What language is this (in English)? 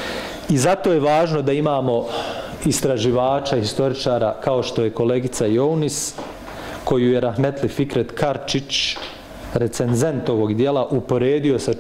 Bosnian